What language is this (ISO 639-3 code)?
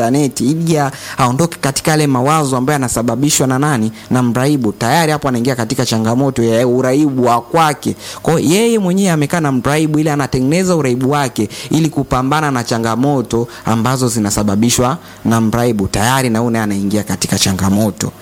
swa